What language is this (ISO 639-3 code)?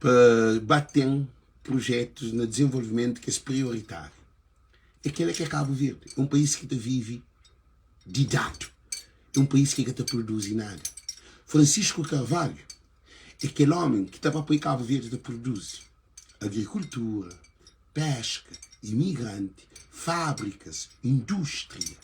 kea